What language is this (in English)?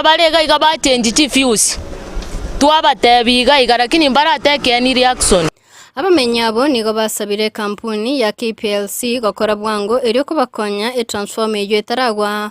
Gusii